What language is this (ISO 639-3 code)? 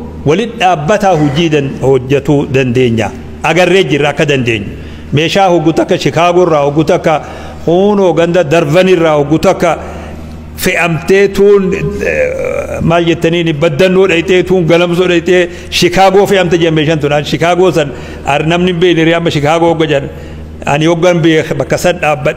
orm